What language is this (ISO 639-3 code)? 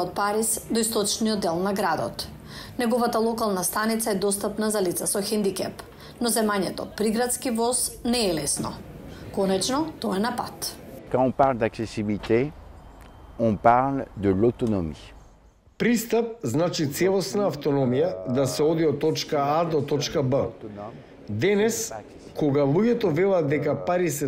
mkd